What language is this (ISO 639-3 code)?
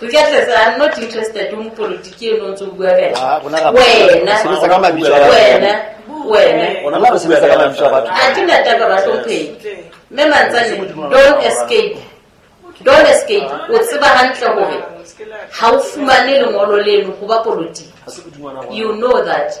sot